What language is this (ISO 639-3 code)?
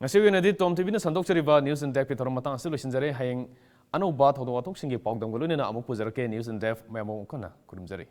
mni